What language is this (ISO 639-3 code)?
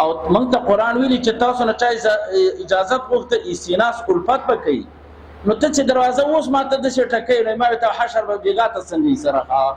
pus